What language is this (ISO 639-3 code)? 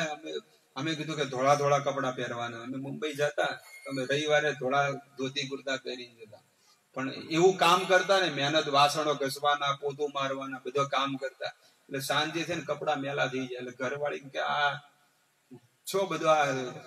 guj